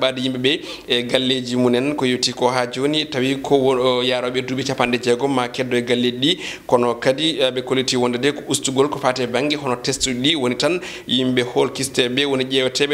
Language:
Fula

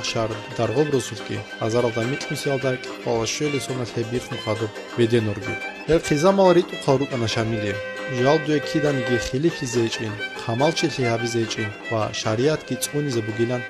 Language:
Avaric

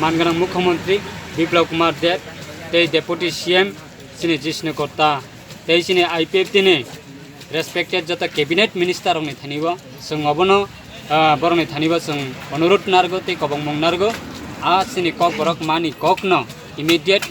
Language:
Kok Borok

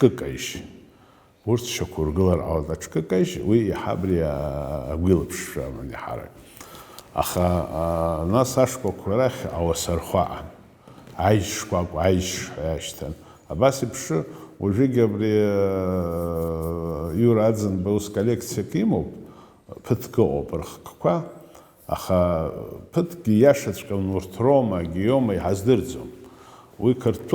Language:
Abkhazian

